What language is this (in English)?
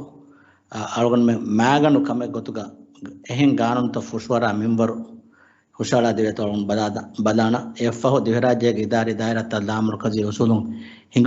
Divehi